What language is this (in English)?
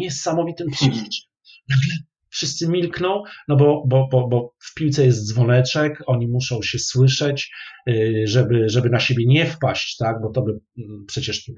Polish